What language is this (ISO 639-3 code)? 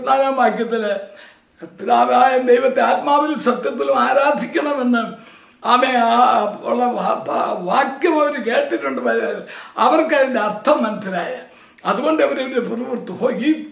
mal